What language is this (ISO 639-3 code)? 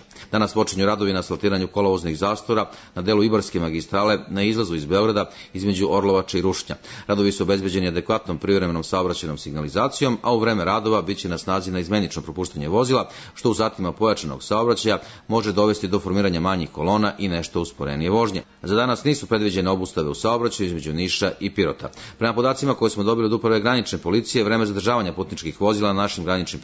srp